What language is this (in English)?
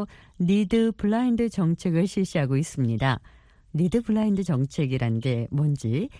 Korean